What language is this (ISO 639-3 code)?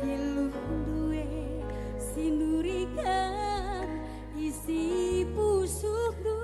btx